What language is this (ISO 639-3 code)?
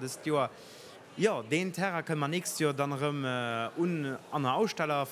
ltz